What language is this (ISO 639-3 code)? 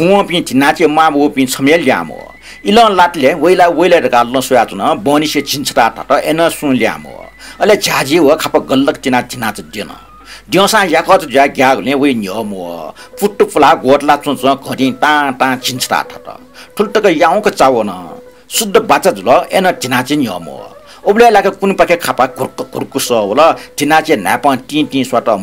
new